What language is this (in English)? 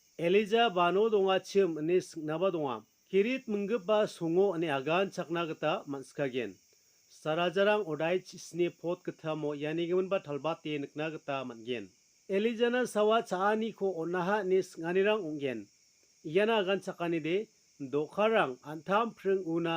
Garo